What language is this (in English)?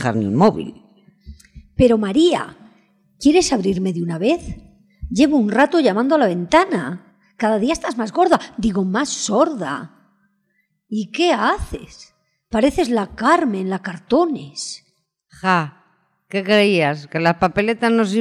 Spanish